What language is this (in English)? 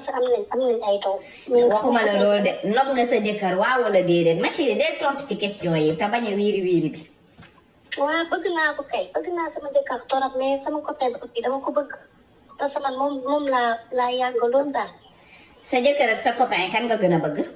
Wolof